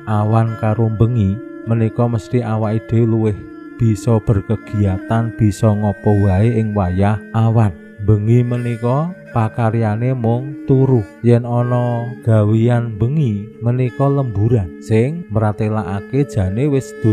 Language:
Javanese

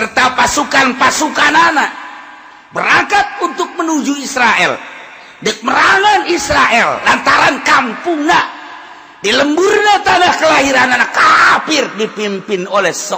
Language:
Sundanese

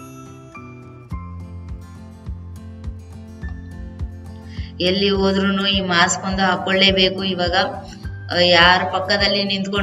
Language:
Kannada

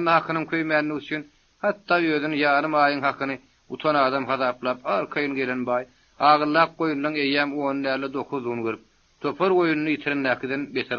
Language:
Turkmen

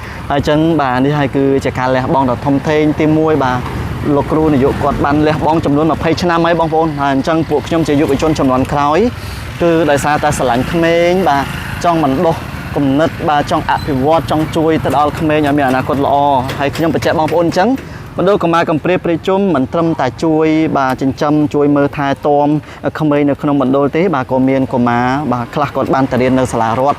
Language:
Khmer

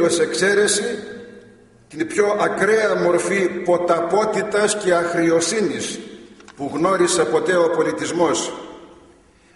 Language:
Greek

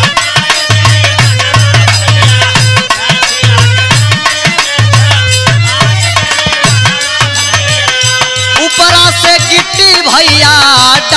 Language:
Bhojpuri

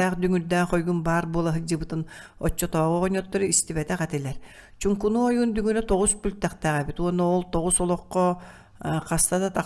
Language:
Yakut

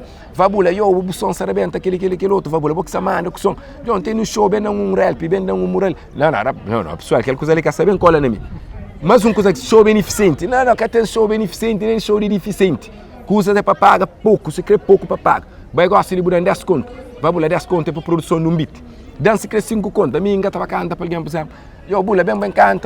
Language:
Kabuverdianu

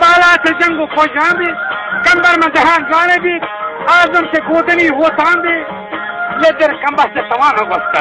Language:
Baluchi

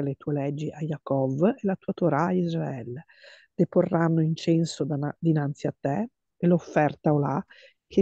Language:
Italian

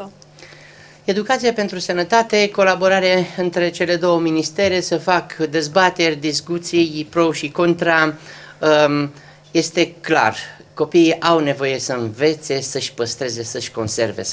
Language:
Romanian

